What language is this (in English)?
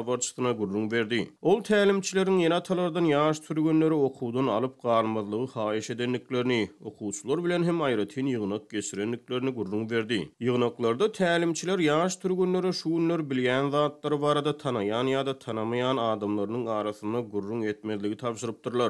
Turkmen